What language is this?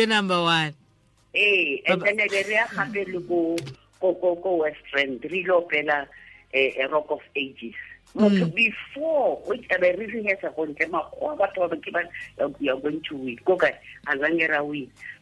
Tswana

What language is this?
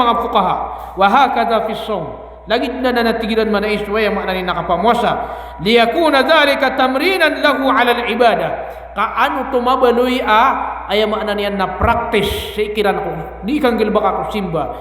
Maranao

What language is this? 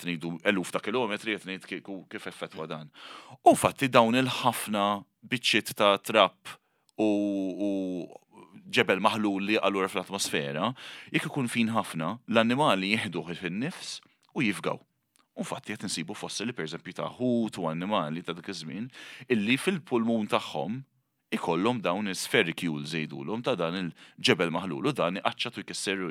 Maltese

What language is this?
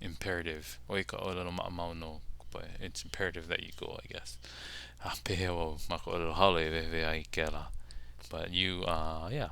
Hawaiian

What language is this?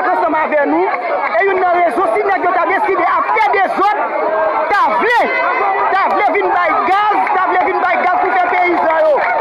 Haitian Creole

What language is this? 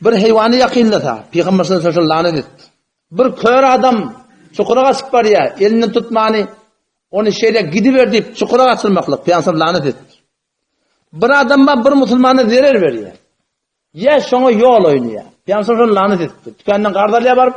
Turkmen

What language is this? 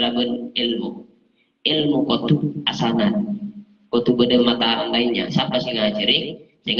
Madurese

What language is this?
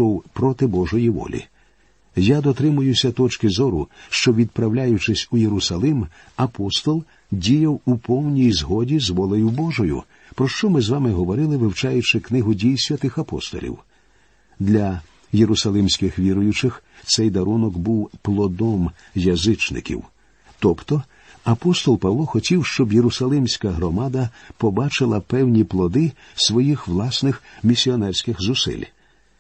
Ukrainian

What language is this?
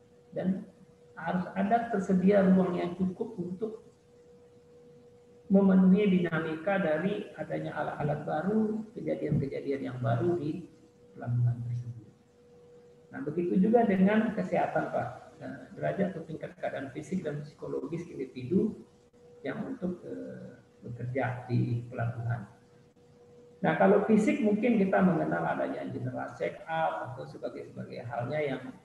Indonesian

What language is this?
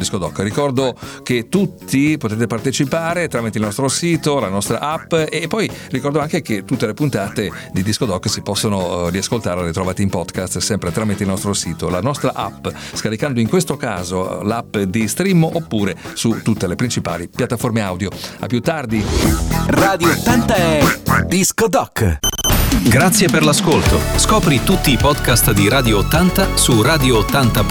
Italian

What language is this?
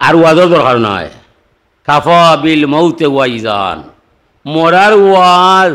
Sylheti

